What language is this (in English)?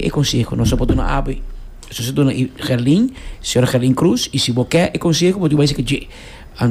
Papiamento